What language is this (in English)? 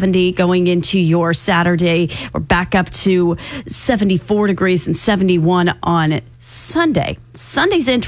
English